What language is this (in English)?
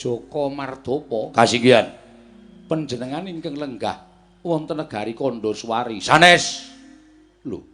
Javanese